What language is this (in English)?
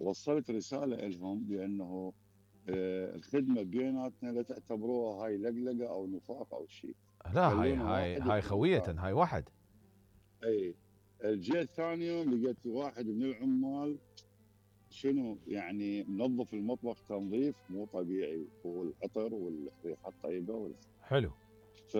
Mesopotamian Arabic